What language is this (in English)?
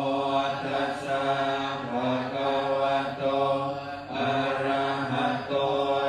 Pali